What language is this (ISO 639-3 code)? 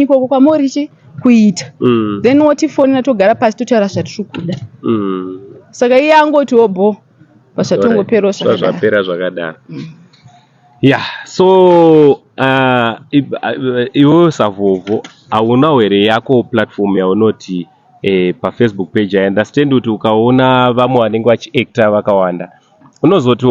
sna